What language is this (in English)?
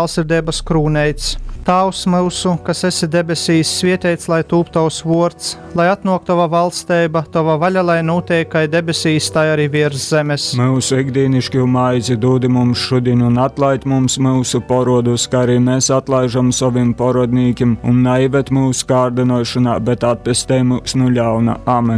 Latgalian